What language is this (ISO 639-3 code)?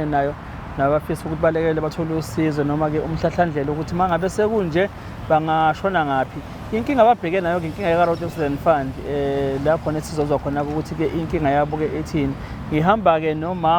zul